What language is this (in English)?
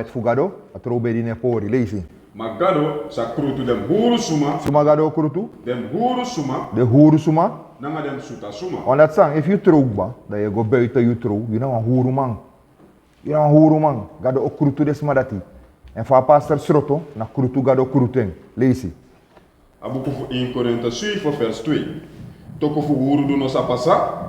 Sranan Tongo